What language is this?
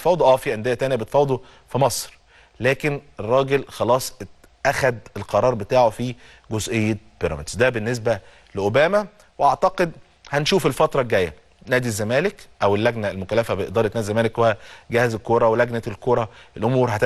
Egyptian Arabic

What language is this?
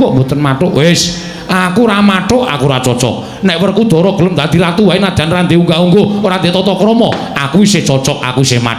Javanese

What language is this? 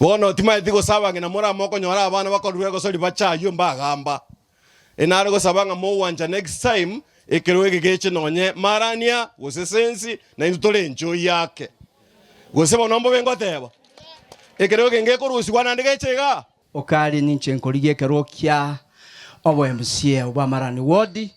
Gusii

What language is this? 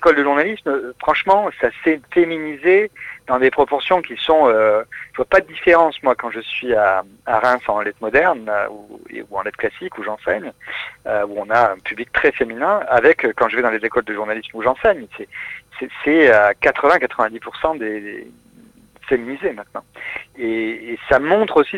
French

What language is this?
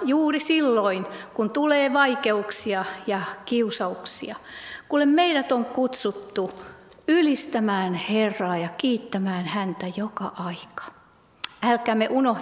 Finnish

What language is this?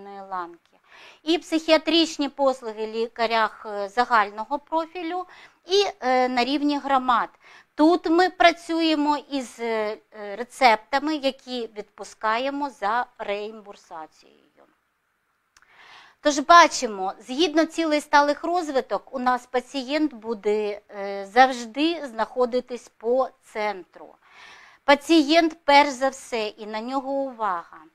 Ukrainian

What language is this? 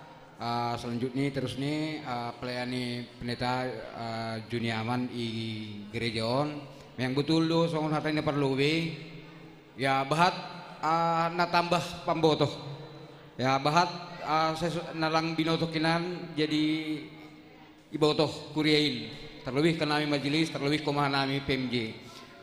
Batak Simalungun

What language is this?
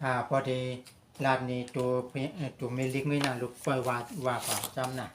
Shan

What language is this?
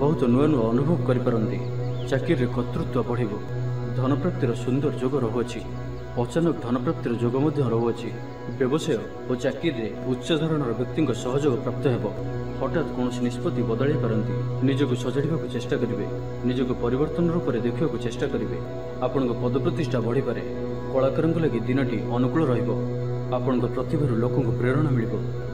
Odia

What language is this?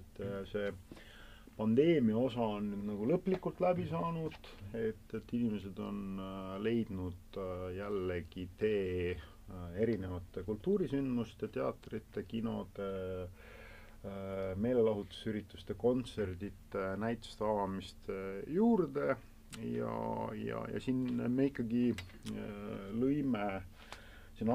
Estonian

